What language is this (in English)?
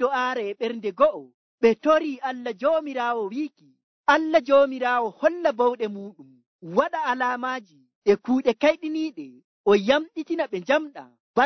Nigerian Fulfulde